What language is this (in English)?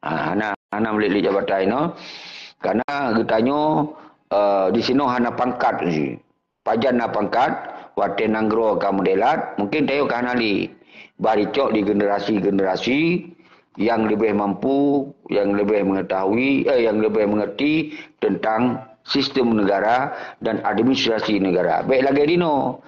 Achinese